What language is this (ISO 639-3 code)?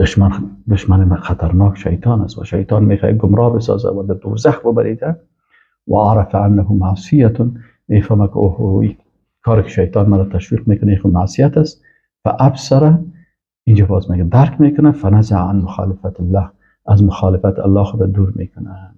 fas